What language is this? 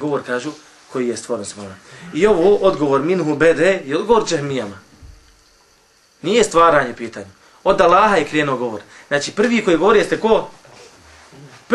Bosnian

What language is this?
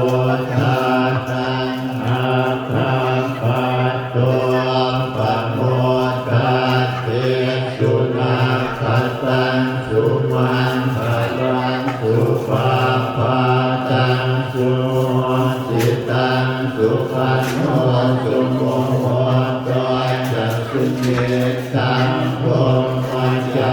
Pali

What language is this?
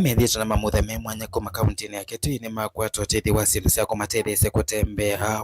Kamba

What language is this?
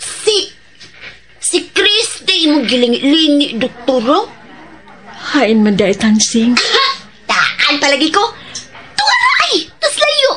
Cebuano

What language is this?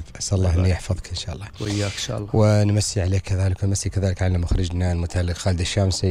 Gulf Arabic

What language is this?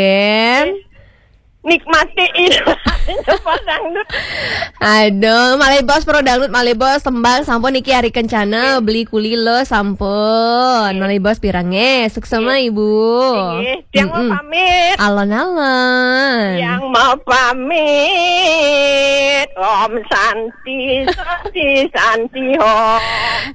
Balinese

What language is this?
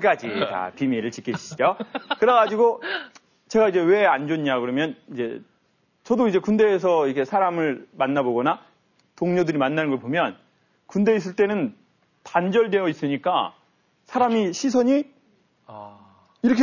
Korean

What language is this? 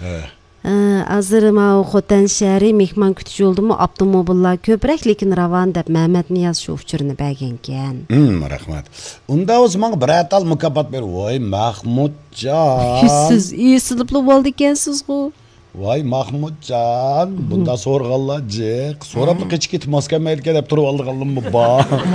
Uyghur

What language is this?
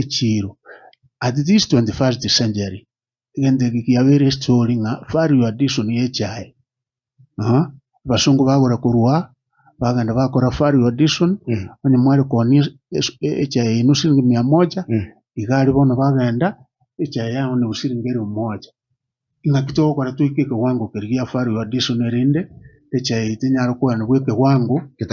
Gusii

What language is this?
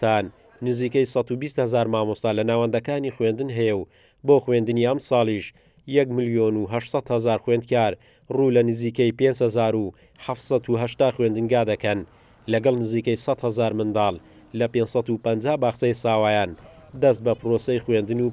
Central Kurdish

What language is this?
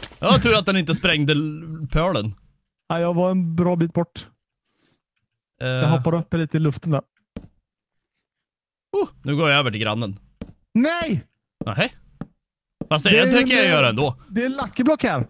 Swedish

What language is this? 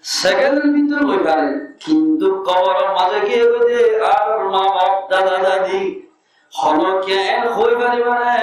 Rohingya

